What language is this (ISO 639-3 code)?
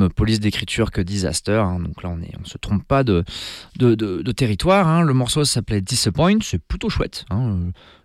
fra